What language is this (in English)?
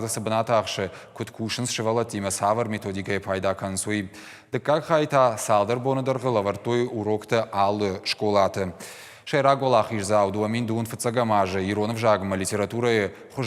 Ossetic